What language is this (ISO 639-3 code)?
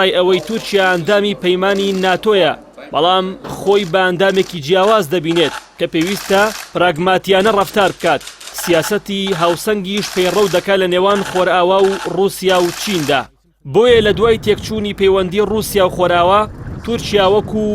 ckb